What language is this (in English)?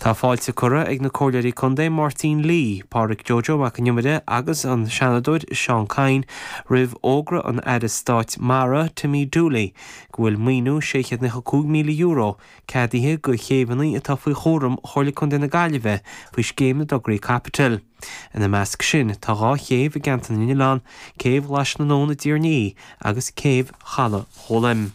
Irish